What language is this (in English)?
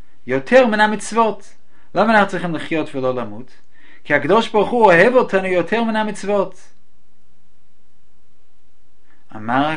Hebrew